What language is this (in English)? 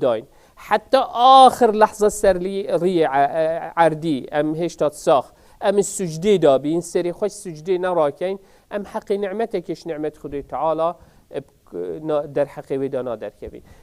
Kurdish